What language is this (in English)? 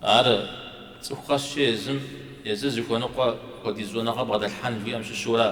Kabardian